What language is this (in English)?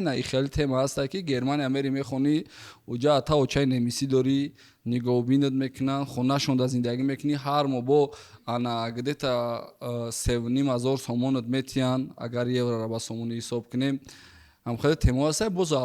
Tajik